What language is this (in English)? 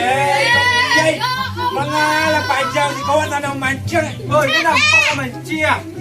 Minangkabau